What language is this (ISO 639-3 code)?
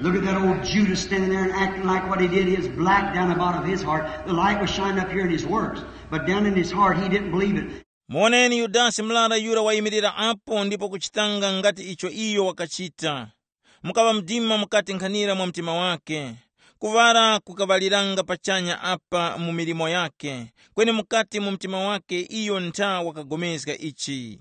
tum